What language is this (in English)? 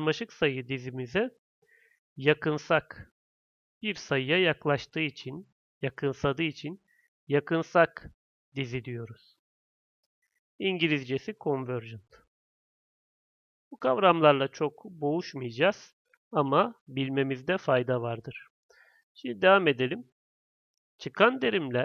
Turkish